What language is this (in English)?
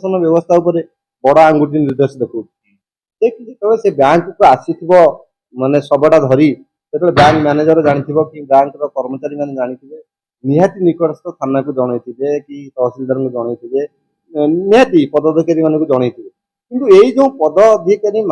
Odia